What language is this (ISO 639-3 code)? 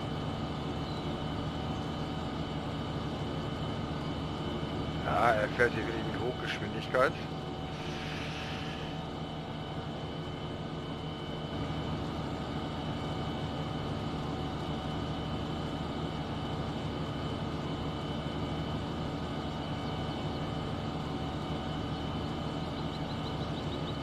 deu